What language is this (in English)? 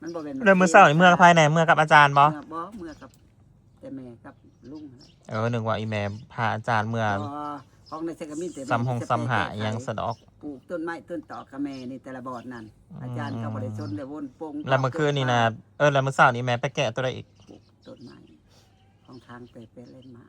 Northeastern Thai